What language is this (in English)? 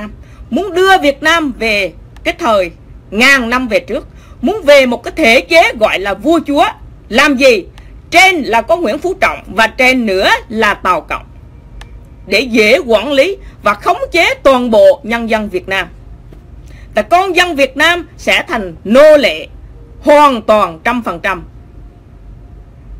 Vietnamese